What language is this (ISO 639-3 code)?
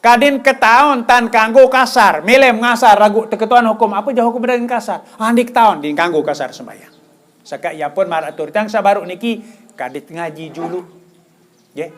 sas